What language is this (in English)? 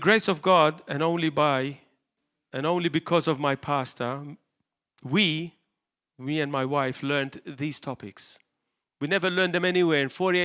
English